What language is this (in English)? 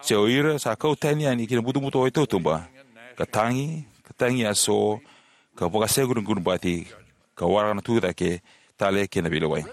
Fijian